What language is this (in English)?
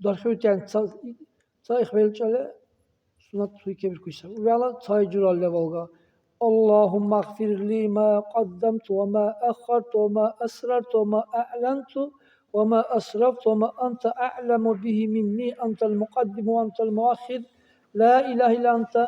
Dargwa